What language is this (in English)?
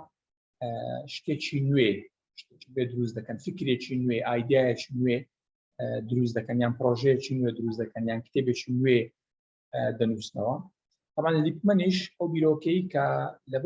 Central Kurdish